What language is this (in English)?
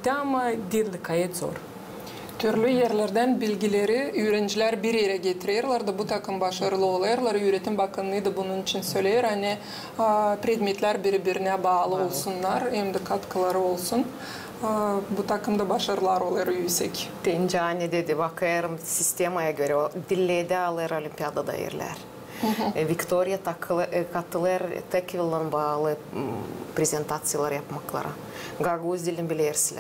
Gagauz